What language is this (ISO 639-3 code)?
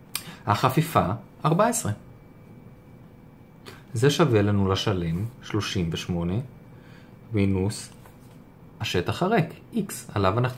heb